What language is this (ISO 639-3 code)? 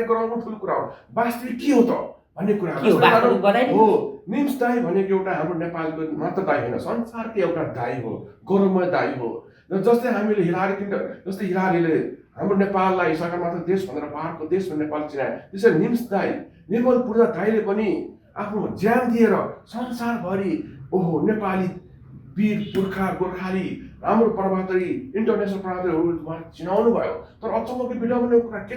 nep